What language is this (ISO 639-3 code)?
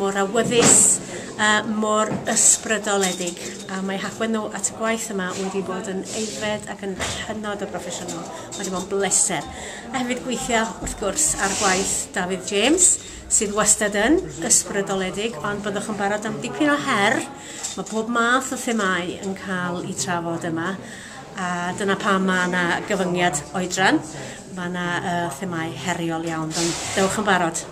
cym